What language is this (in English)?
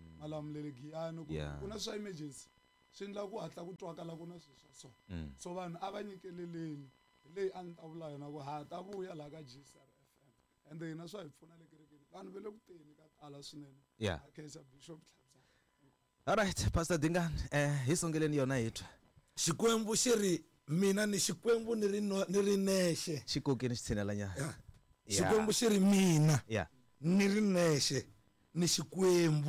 Tsonga